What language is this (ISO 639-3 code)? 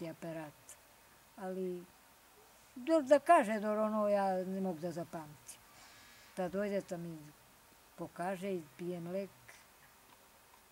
srp